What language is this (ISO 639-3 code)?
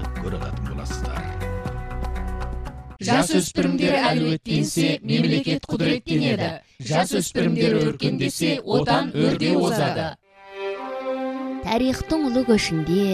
kaz